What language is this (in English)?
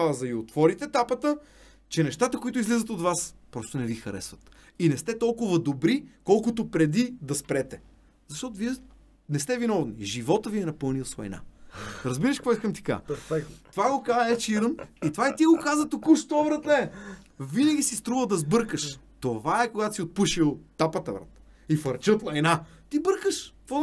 Bulgarian